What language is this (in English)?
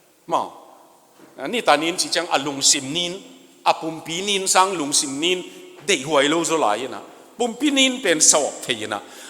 Tedim Chin